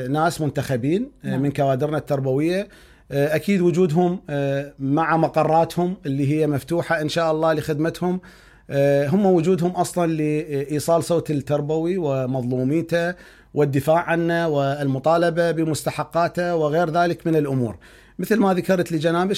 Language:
Mesopotamian Arabic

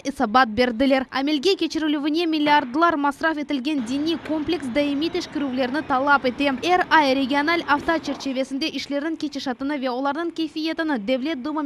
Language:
Crimean Tatar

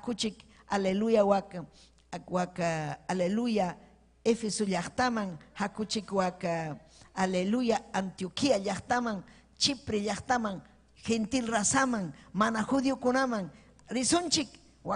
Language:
Ayacucho Quechua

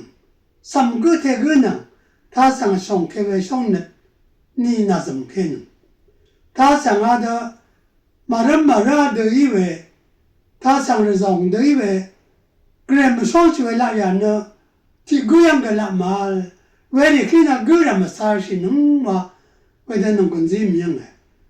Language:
Rawang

